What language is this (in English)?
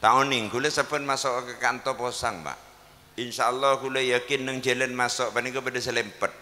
Madurese